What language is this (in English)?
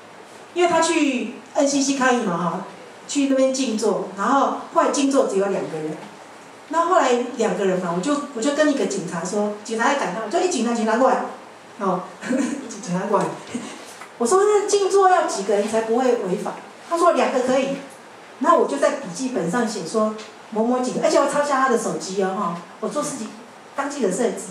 Chinese